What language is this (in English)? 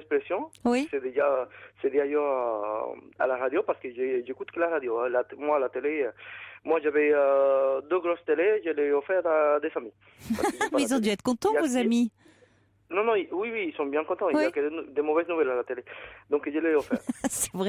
French